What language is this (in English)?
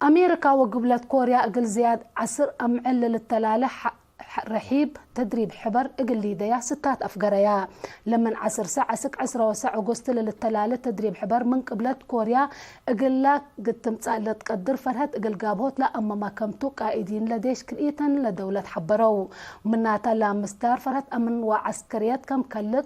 Tigre